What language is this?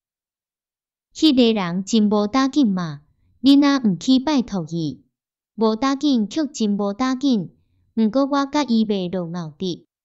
Min Nan Chinese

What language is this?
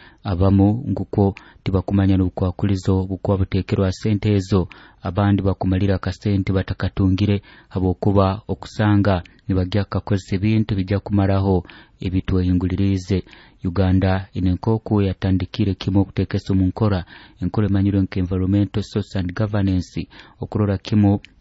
Nyoro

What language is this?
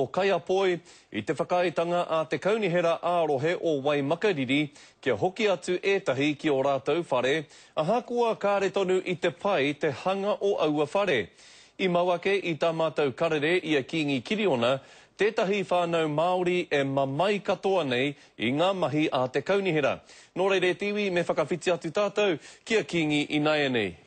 Māori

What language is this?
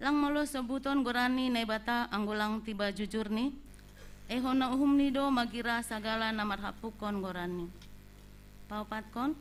Batak Simalungun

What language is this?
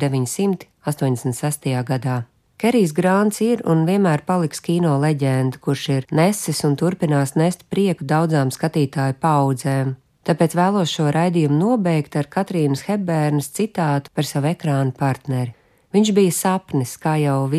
Latvian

